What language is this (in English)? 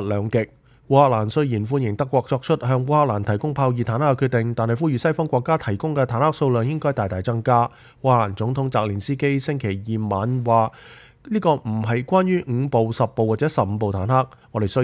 Cantonese